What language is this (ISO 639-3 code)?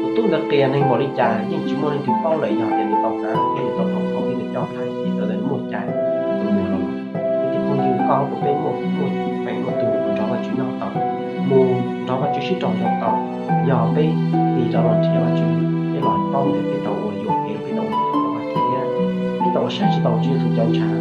hmn